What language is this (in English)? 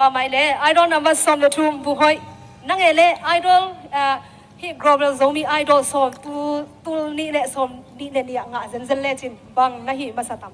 Tedim Chin